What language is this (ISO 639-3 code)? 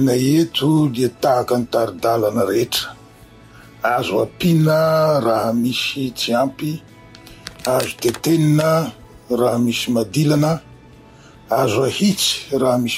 mlg